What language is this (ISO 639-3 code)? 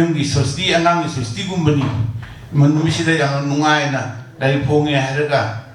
mni